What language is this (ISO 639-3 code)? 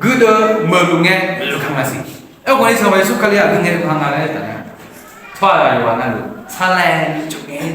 ahk